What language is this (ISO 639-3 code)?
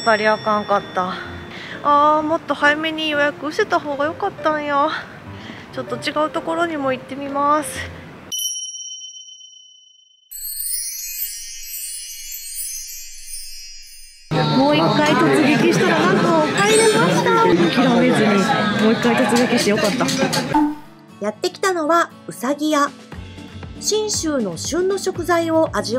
jpn